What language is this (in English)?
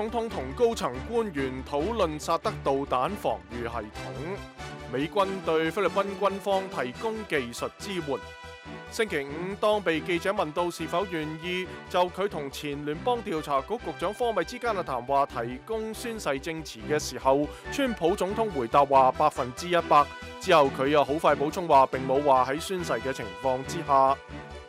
Cantonese